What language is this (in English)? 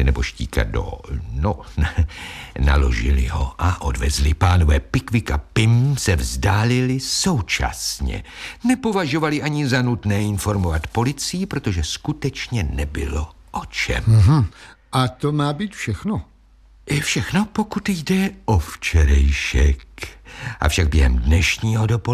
Czech